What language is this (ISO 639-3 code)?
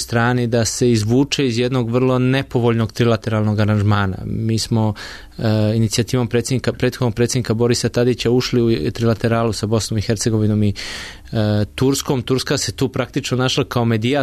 srp